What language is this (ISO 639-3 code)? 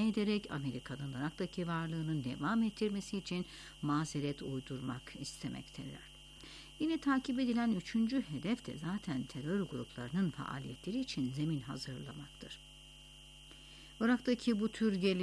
tur